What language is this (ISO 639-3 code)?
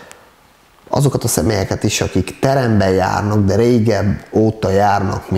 hun